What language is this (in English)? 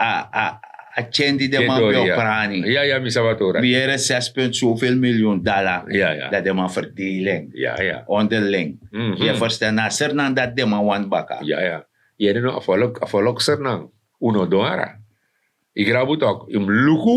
Sranan Tongo